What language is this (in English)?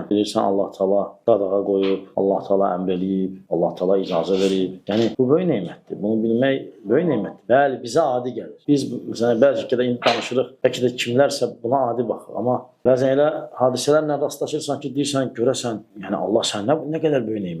Azerbaijani